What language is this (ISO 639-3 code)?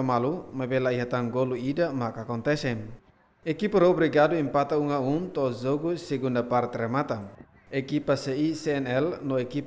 tet